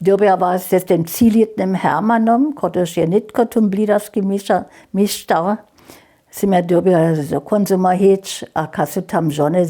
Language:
Upper Sorbian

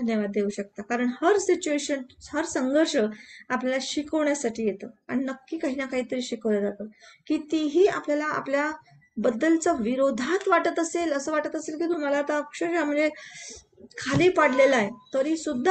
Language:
Marathi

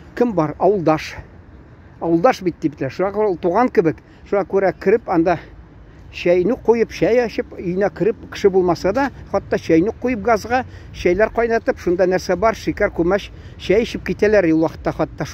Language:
Tatar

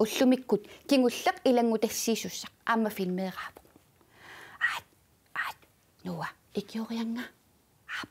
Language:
Kalaallisut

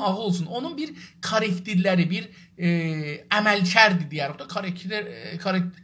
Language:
South Azerbaijani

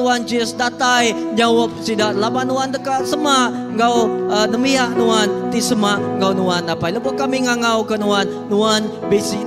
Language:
Iban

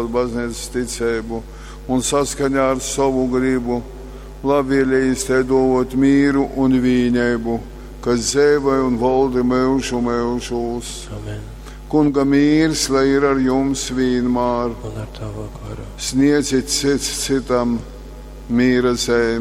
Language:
Latgalian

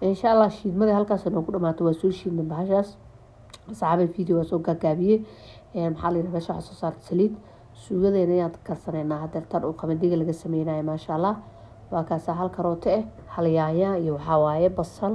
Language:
Somali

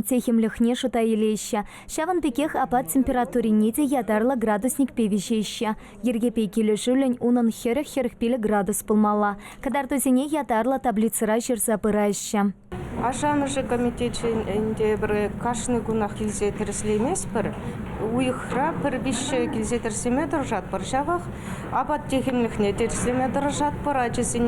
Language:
Chuvash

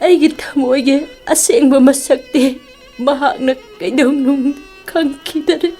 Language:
Manipuri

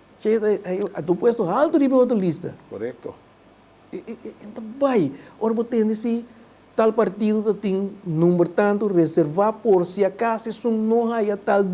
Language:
Papiamento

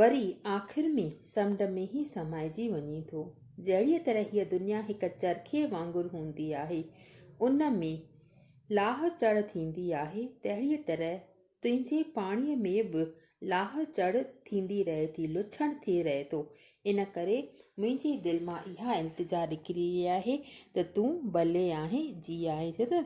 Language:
Sindhi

